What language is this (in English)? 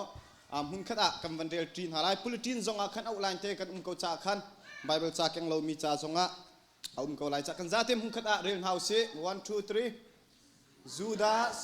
Hakha Chin